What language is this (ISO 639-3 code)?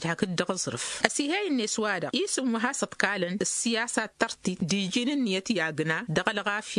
taq